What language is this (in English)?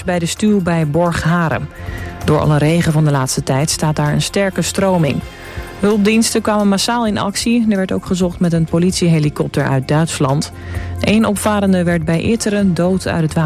Dutch